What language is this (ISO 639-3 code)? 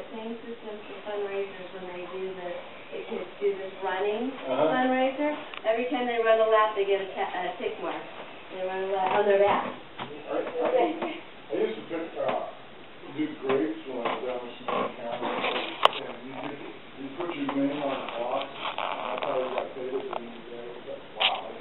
eng